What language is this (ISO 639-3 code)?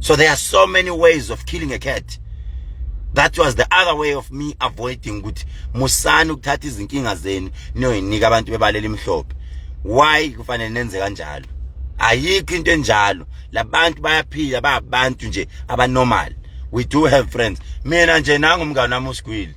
zul